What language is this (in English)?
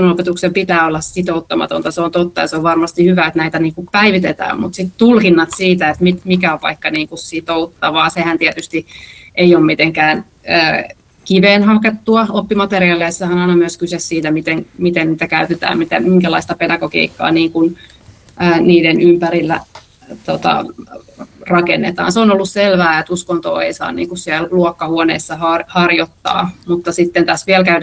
Finnish